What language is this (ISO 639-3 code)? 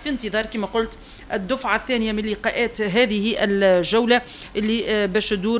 aeb